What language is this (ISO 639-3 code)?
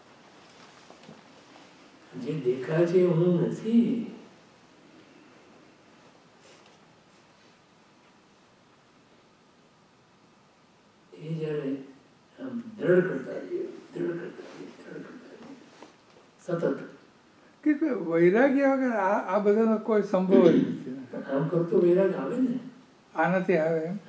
guj